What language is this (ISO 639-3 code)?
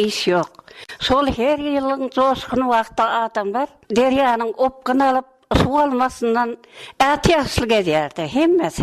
tuk